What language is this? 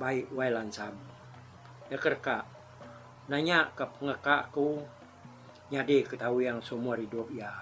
Iban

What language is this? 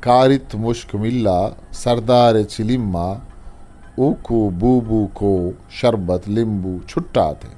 Eastern Balochi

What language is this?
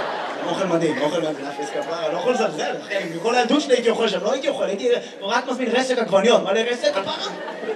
Hebrew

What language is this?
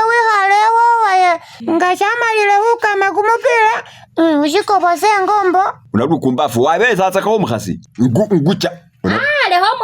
Masaaba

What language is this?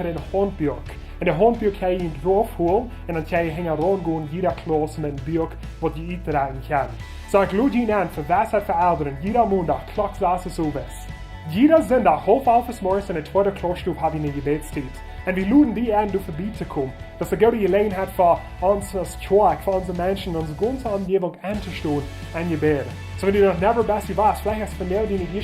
Plautdietsch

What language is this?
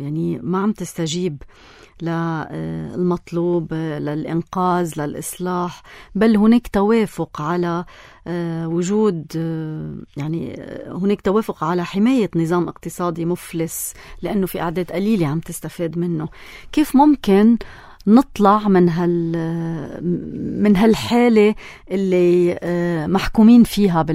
North Levantine Arabic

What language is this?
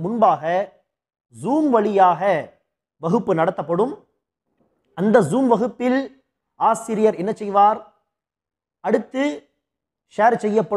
Tamil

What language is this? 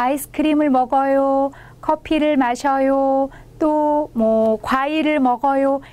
Korean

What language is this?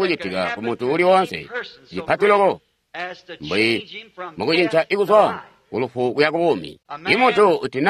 Tonga (Zambia)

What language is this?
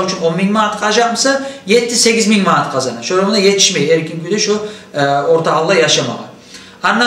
Kumyk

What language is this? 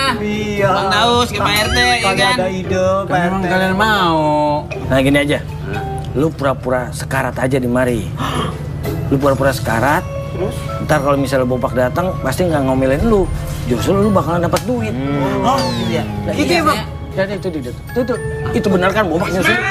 Indonesian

